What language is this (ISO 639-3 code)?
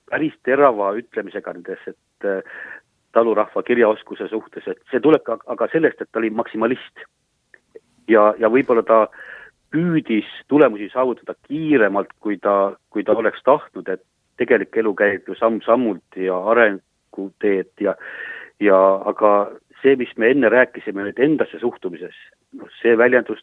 est